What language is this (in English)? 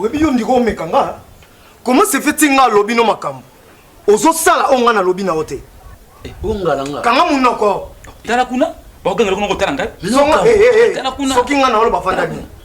Lingala